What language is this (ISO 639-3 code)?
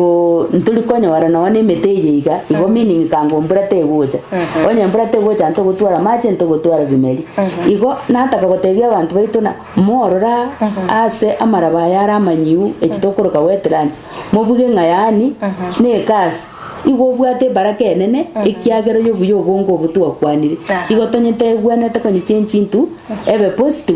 guz